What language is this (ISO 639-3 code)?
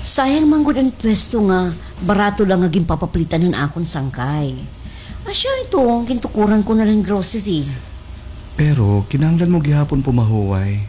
war